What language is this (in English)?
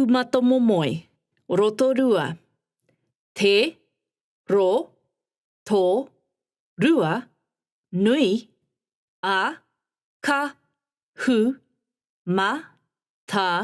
Māori